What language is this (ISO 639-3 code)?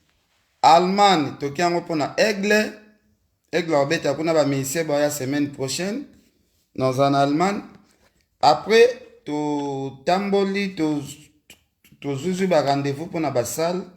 lin